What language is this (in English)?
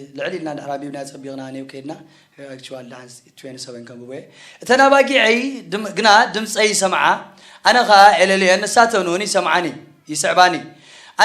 Tigrinya